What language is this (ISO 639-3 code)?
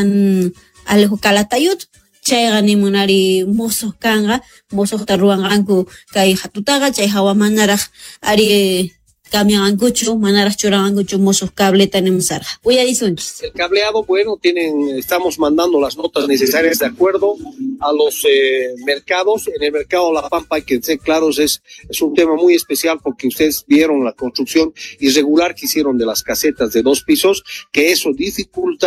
quh